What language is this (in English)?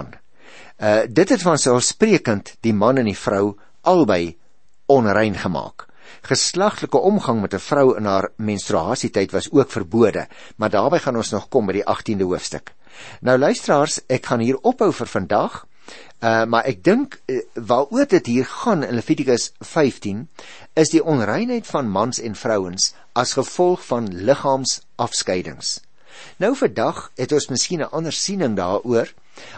Afrikaans